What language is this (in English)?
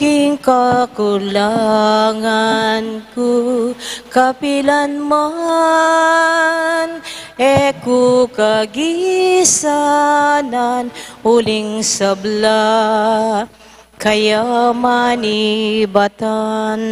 Pampanga